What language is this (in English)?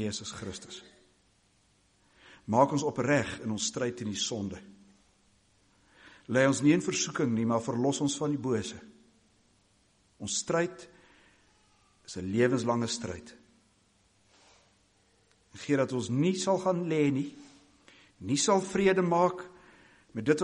Afrikaans